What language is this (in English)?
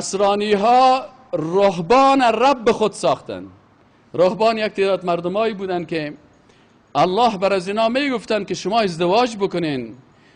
Persian